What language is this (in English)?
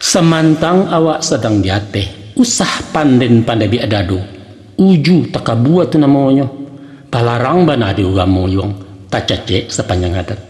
Minangkabau